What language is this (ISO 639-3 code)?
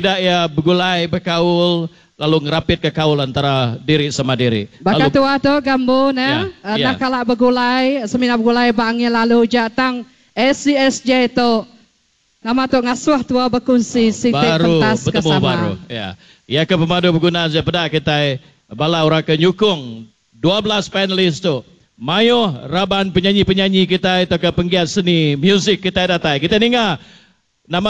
iba